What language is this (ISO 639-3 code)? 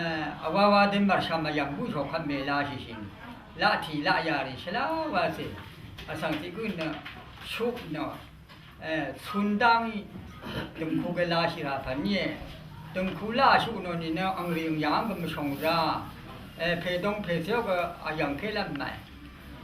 raw